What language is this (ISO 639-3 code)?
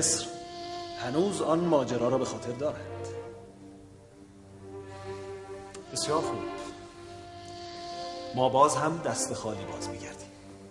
fas